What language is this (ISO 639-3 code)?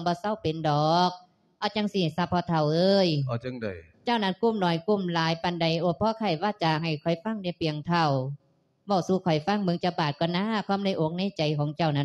lao